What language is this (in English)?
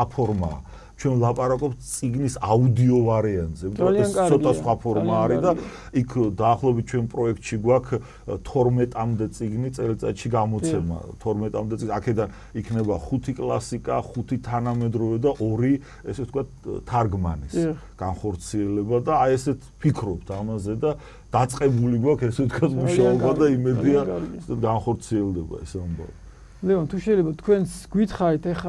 Georgian